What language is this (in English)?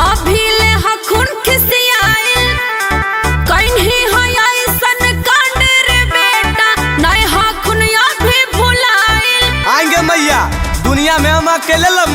Magahi